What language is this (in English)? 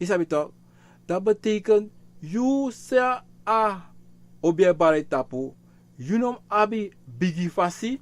Sranan Tongo